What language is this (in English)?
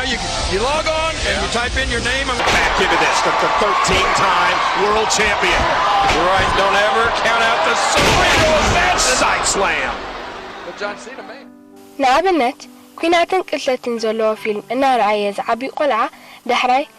Tigrinya